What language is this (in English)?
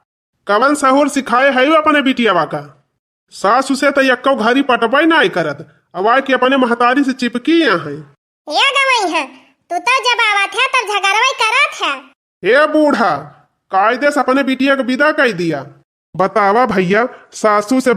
Awadhi